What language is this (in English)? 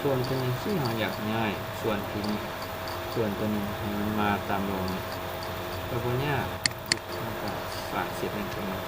Lao